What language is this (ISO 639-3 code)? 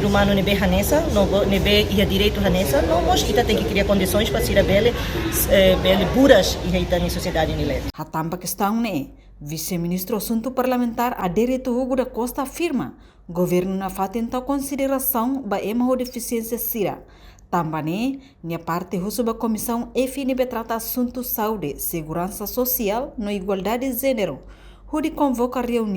tet